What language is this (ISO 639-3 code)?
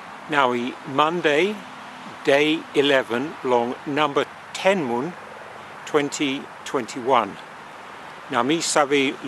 tpi